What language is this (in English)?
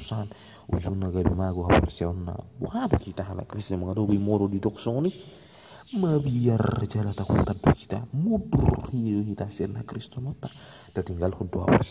Batak Toba